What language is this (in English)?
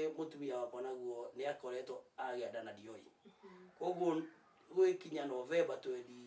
Kikuyu